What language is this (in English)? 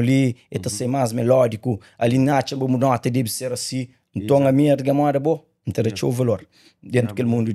Kabuverdianu